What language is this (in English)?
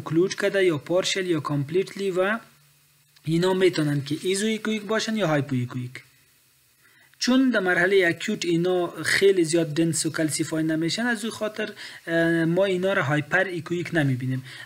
Persian